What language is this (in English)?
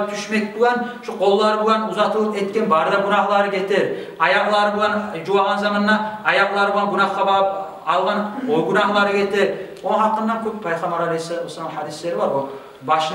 Kumyk